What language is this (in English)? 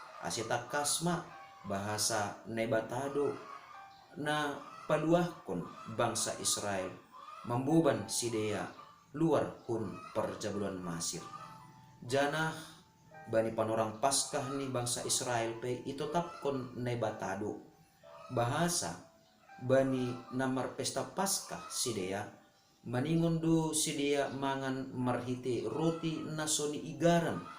Batak Simalungun